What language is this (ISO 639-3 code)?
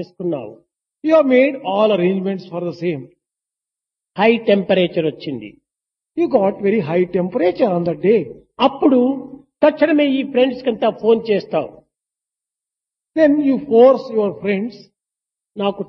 tel